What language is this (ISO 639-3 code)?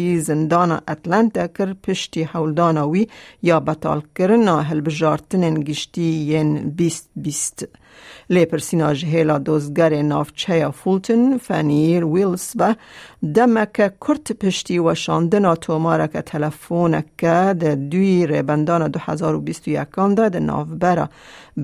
kur